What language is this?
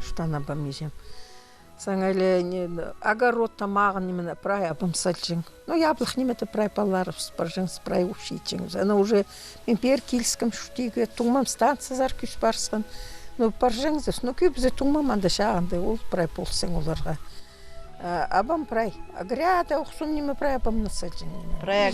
Khakas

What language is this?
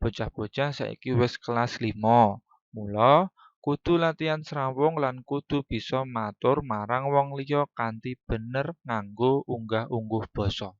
Javanese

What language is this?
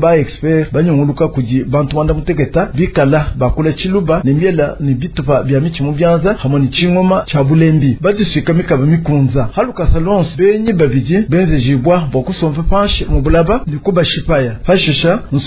Luba-Lulua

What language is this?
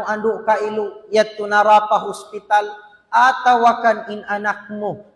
Tausug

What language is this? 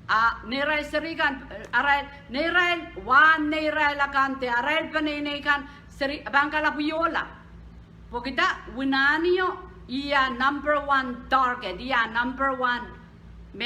Pohnpeian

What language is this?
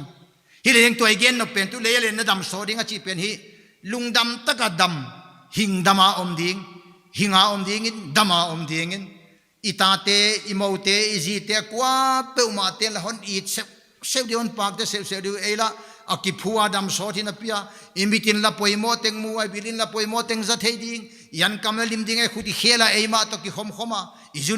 Paite Chin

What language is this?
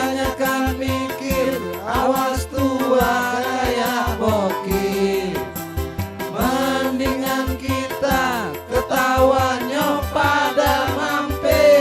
Betawi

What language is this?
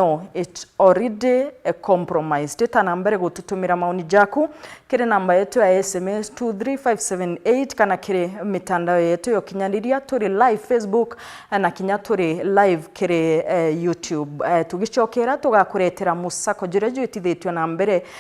Meru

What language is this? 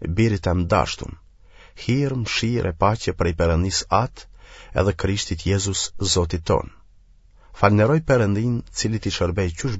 Albanian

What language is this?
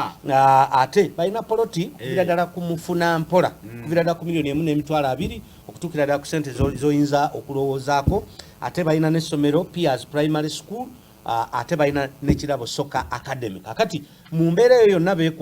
Ganda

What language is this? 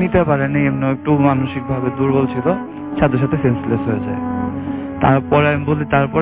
Bangla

